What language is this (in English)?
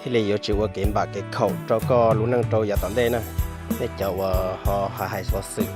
Hmong